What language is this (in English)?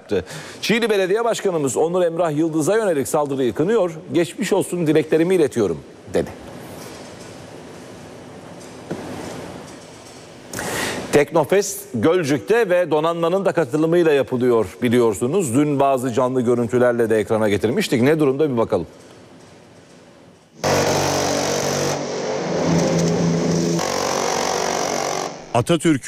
Turkish